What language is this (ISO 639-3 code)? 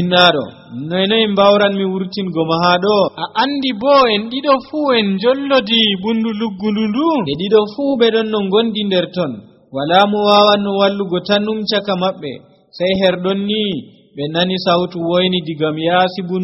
fuv